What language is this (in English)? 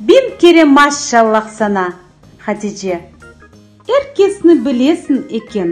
Crimean Tatar